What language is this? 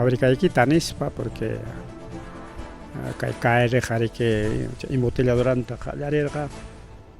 Ayacucho Quechua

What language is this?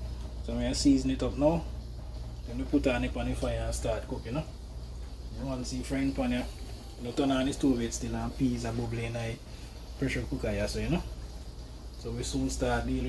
Jamaican Creole English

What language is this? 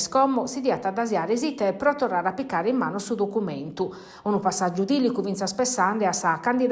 Sardinian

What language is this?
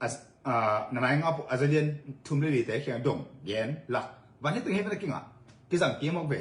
Tedim Chin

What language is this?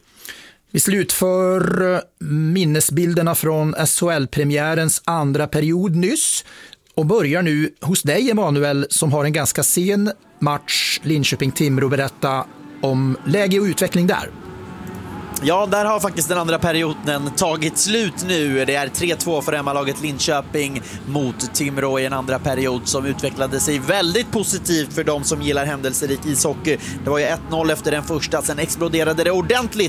Swedish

